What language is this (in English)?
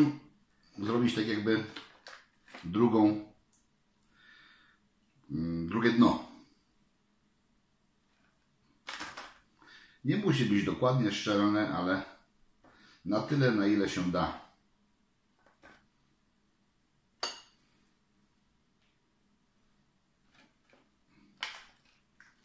Polish